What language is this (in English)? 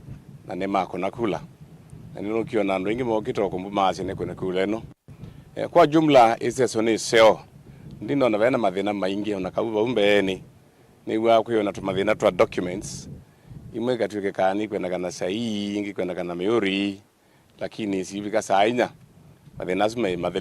Kamba